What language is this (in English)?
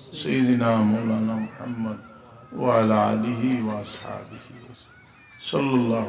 Sylheti